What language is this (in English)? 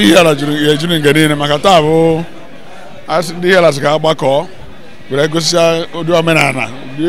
Igbo